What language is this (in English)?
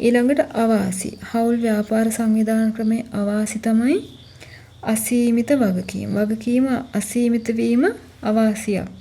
Sinhala